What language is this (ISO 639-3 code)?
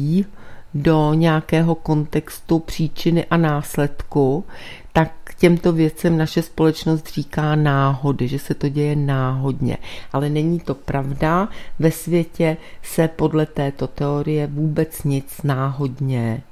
ces